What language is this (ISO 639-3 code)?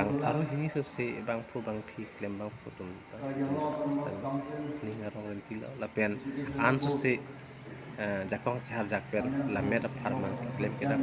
mjw